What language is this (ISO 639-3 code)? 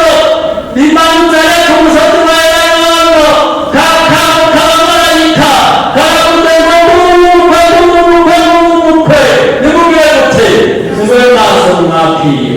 run